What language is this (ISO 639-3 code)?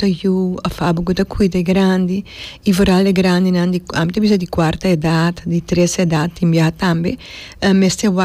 pap